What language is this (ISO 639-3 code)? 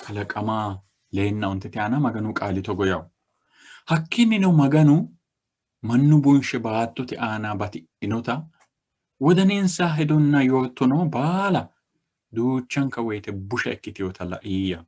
sid